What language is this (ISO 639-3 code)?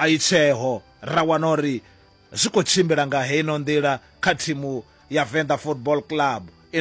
ven